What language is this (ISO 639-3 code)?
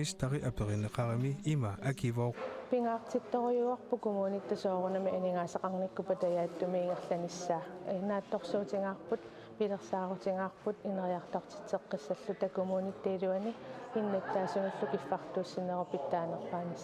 kal